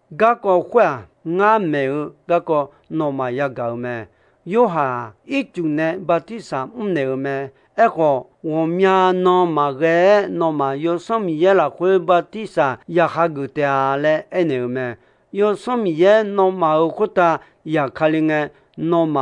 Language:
Akha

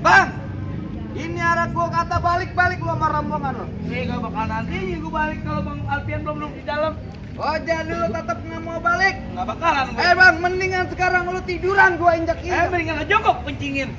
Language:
Betawi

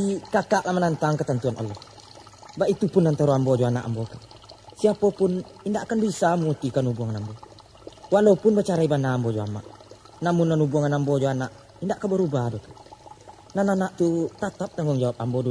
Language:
Minangkabau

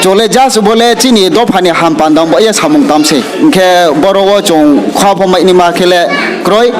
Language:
Riang (India)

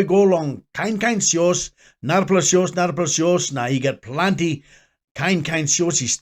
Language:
Tok Pisin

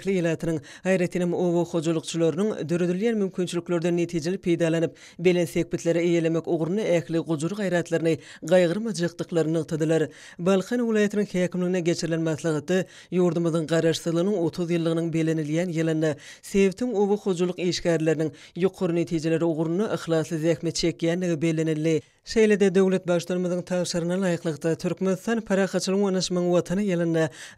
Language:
Turkmen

